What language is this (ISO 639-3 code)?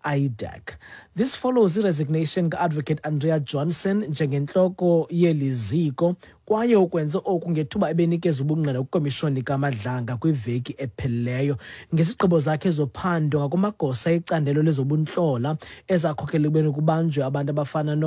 xho